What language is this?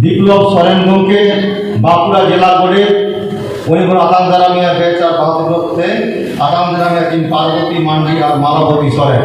Santali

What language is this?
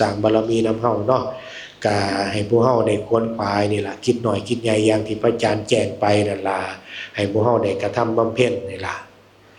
Northeastern Thai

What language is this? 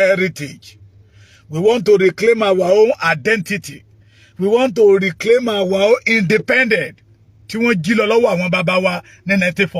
Yoruba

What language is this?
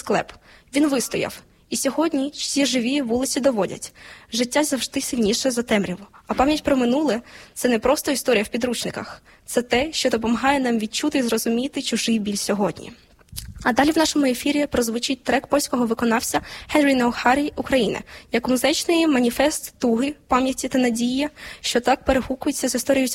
Ukrainian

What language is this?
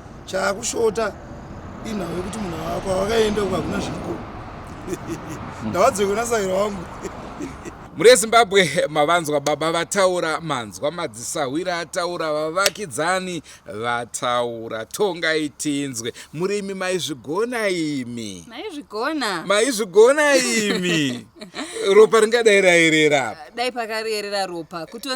Shona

